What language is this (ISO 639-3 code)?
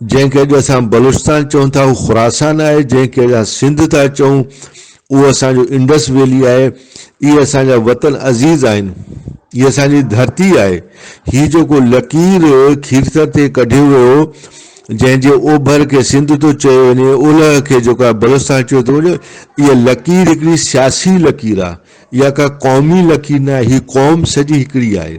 brh